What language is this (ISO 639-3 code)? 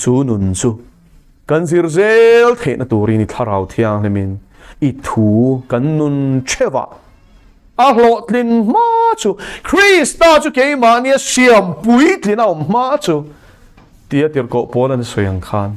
lus